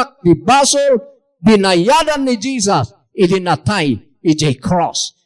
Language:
Iloko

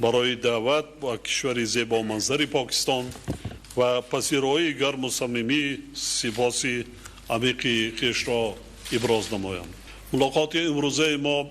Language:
Tajik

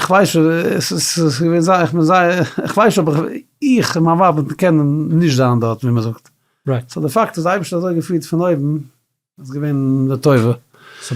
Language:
Yiddish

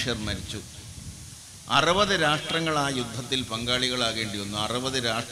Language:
Malayalam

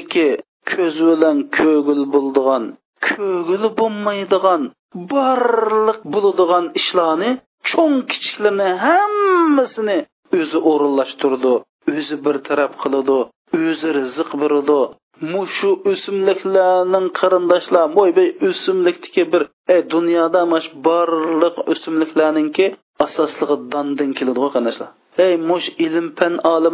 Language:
Uyghur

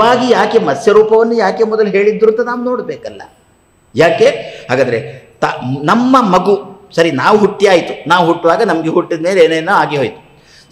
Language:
Kannada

